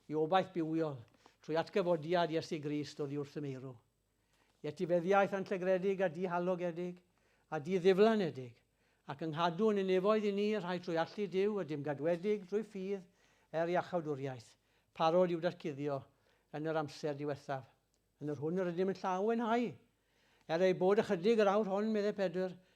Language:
Welsh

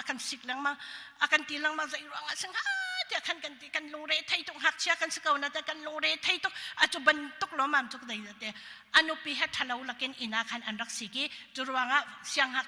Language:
Hakha Chin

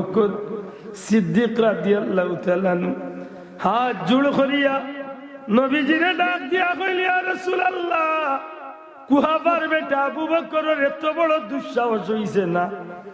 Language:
Sylheti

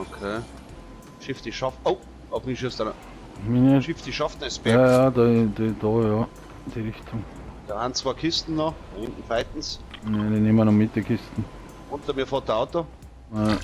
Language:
Bavarian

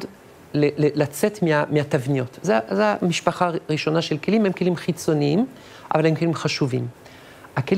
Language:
Hebrew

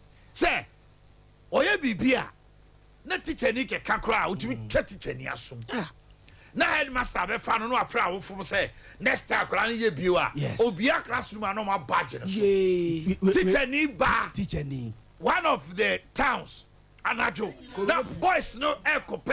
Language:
Akan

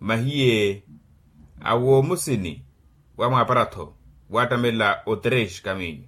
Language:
Makhuwa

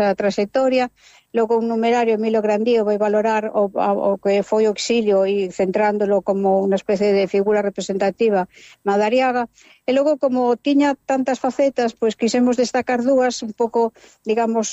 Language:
Galician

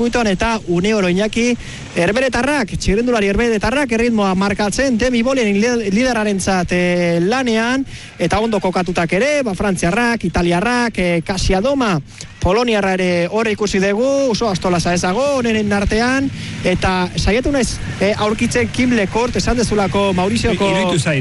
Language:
Basque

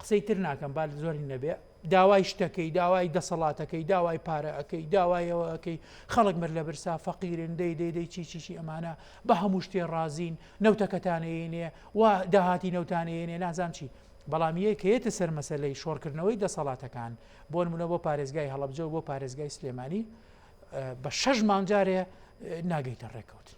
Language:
Central Kurdish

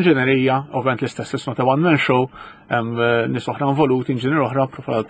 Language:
Maltese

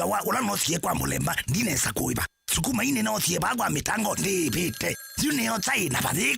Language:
Kamba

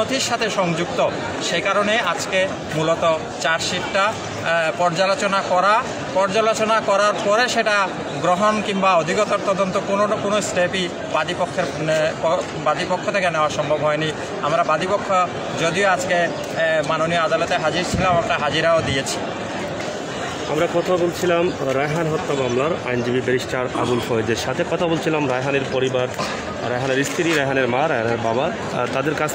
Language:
Bangla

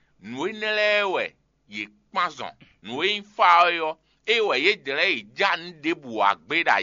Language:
Fon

